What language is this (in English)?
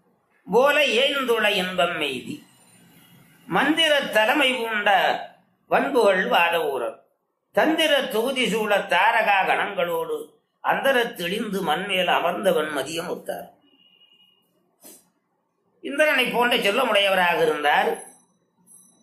Tamil